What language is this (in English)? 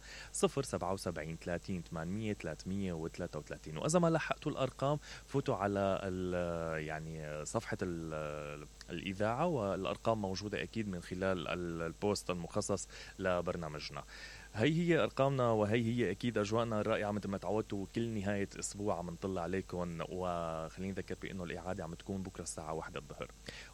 Mesopotamian Arabic